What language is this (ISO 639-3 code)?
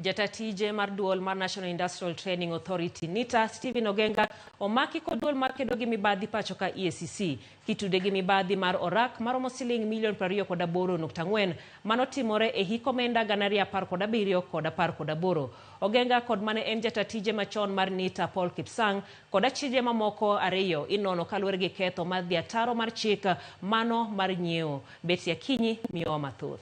luo